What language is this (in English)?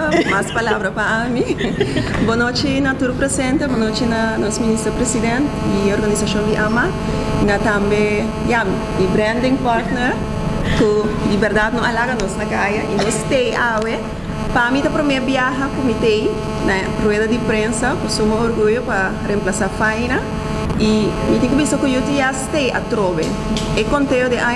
Papiamento